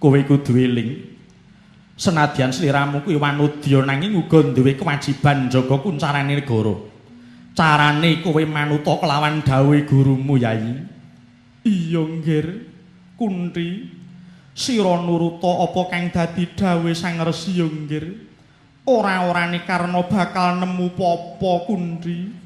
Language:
Javanese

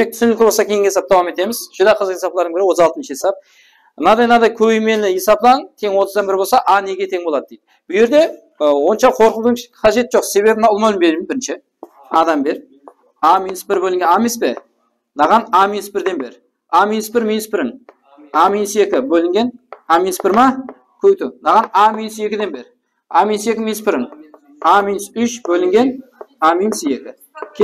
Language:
Kara-Kalpak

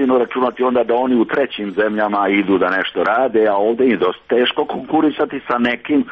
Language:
Serbian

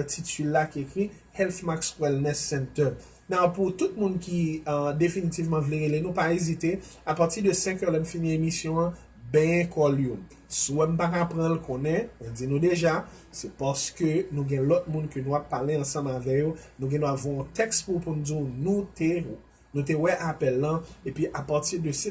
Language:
Haitian Creole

